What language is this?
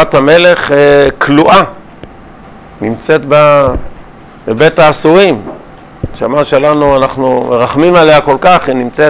Hebrew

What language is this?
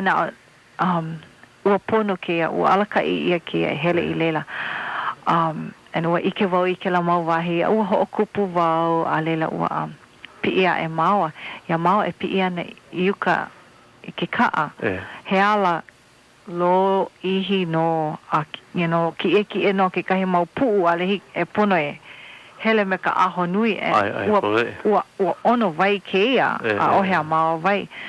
Hawaiian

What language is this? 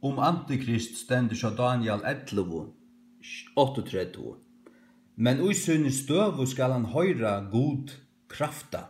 Faroese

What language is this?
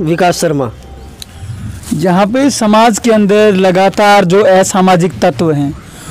Hindi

